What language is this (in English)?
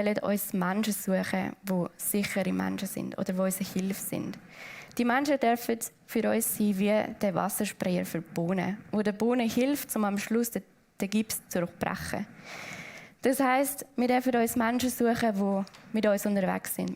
Swiss German